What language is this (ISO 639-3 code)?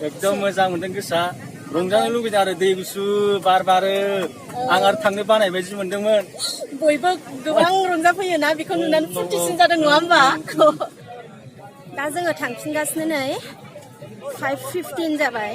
brx